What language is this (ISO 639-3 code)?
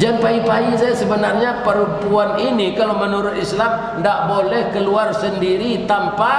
min